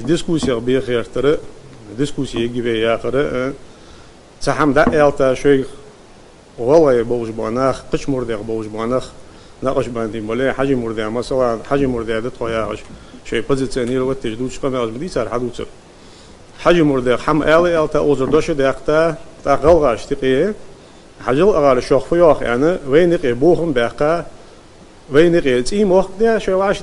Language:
Ingush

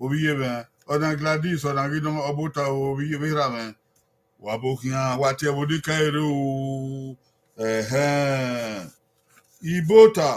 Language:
Bini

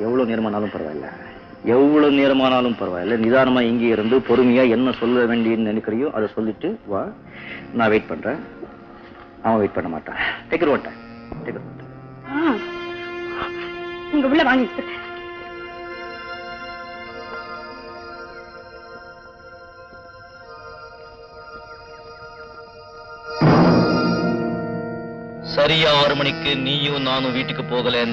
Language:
Tamil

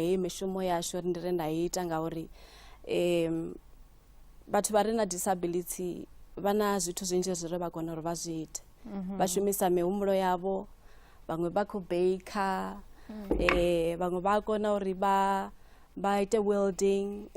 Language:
Venda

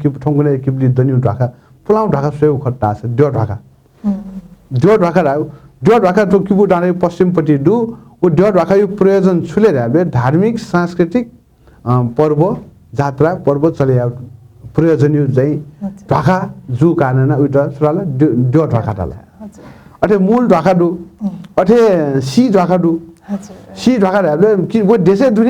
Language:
Newari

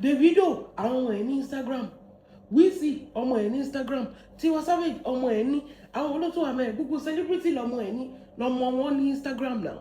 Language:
Yoruba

